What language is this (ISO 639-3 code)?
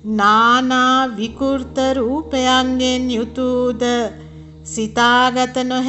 sin